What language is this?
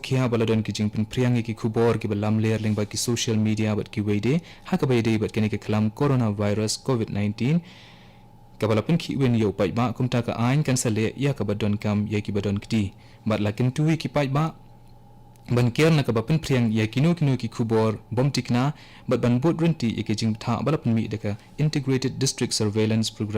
Khasi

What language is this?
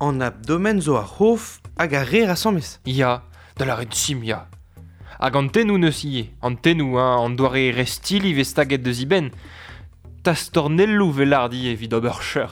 Breton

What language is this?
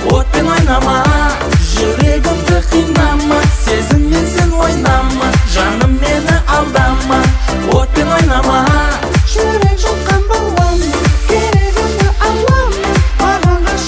Kazakh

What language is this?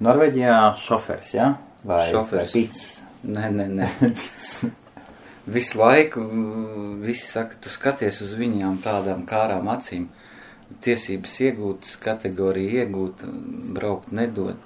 Latvian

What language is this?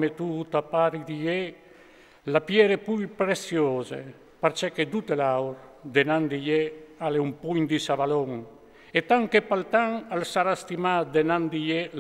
Friulian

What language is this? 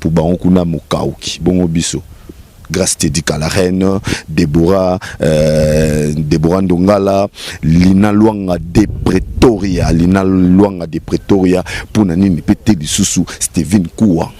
Lingala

